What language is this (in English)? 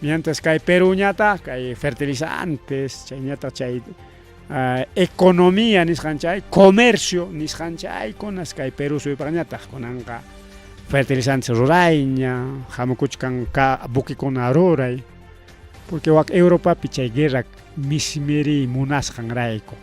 Ayacucho Quechua